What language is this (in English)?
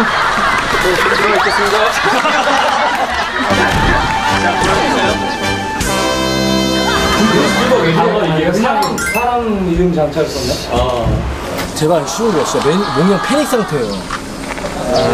Korean